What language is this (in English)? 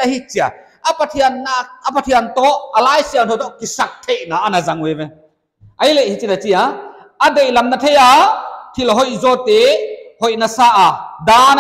Paite Chin